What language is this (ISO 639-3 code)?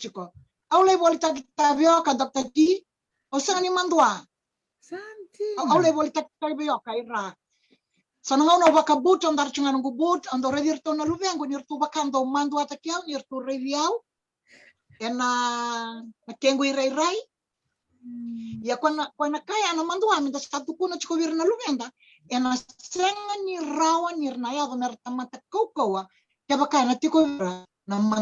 fij